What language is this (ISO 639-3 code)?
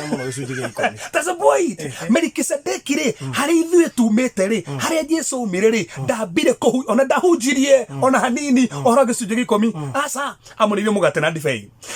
kik